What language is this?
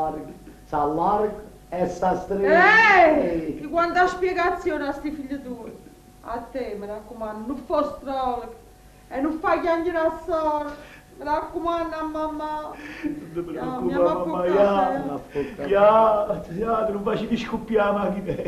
Neapolitan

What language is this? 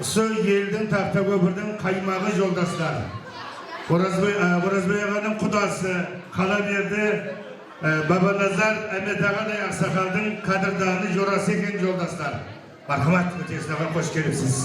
Kara-Kalpak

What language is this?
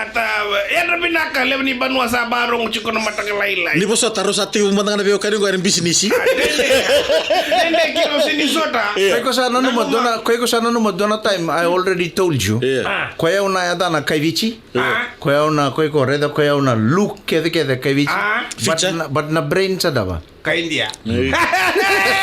Fijian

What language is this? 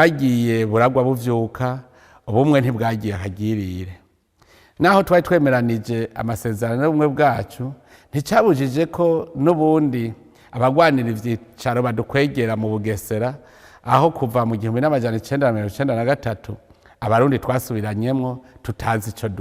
Rundi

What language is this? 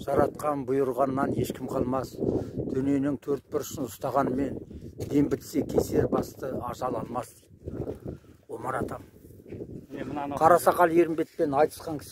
Kazakh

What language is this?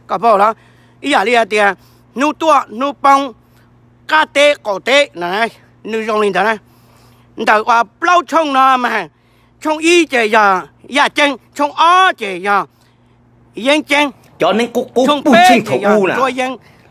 Hmong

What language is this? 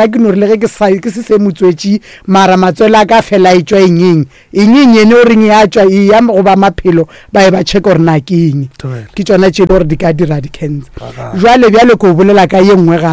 Northern Sotho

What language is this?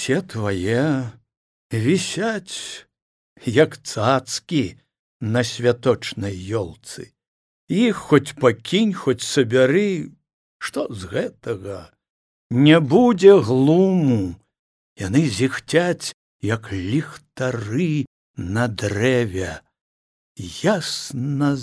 Belarusian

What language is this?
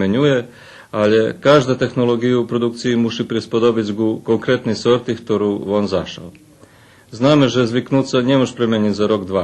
Rusyn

